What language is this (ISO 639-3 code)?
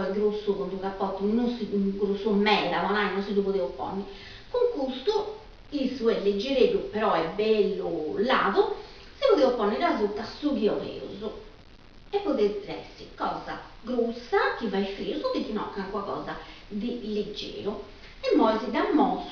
srd